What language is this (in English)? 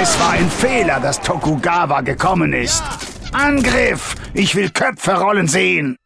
Bavarian